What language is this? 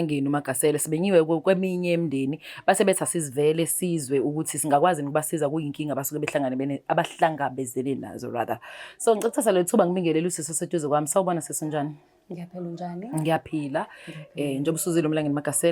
Zulu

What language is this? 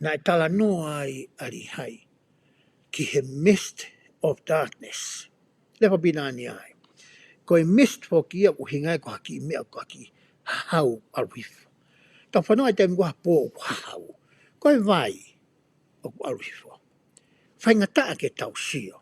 Tongan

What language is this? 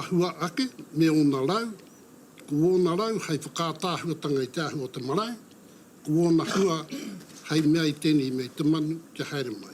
Māori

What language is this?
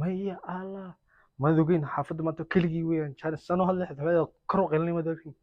Somali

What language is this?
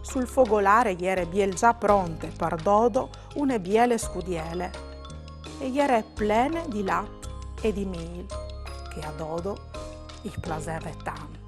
Friulian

